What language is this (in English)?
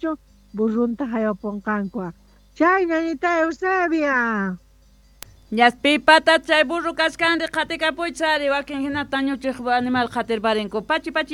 South Bolivian Quechua